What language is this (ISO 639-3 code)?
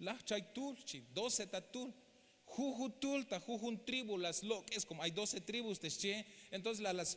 tzh